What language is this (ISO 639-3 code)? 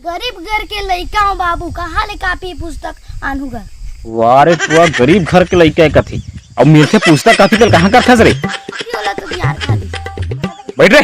hne